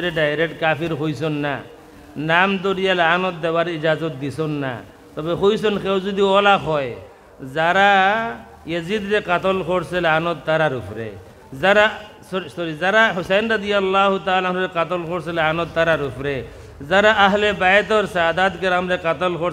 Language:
Sylheti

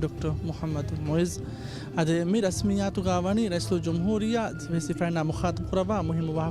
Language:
Divehi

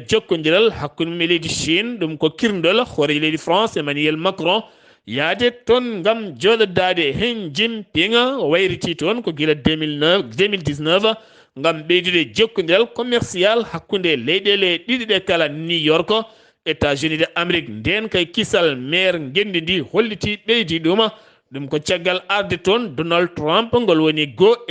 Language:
Fula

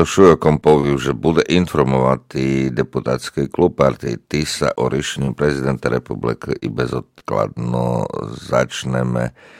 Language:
Rusyn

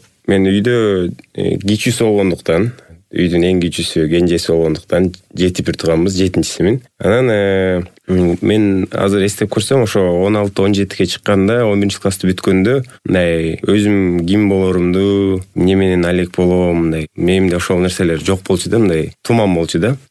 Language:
Kyrgyz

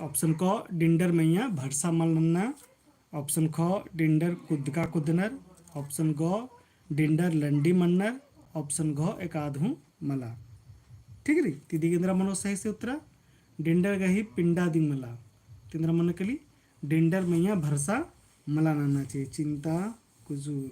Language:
Kurukh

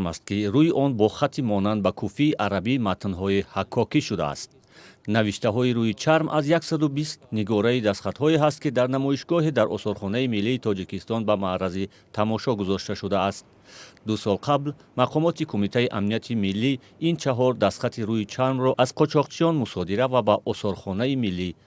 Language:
Tajik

